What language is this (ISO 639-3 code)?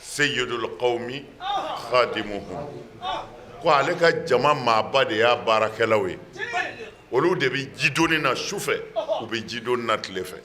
bam